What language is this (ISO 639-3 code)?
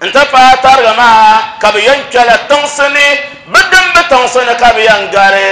dag